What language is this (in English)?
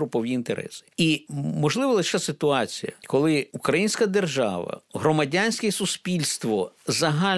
Ukrainian